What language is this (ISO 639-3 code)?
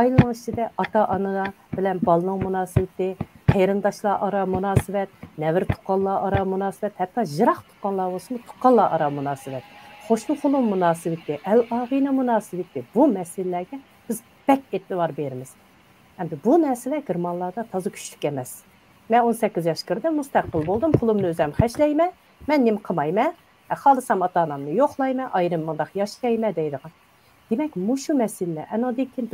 uig